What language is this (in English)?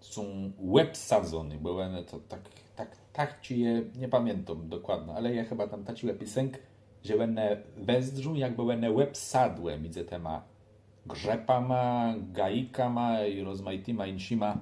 Kashubian